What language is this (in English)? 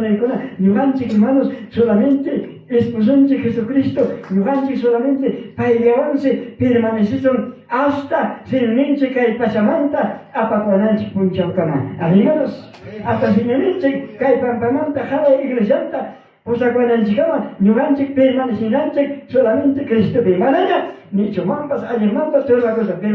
Ayacucho Quechua